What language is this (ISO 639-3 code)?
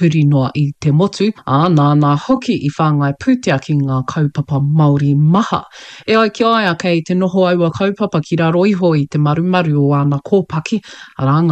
mri